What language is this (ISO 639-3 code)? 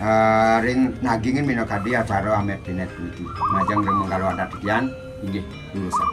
ban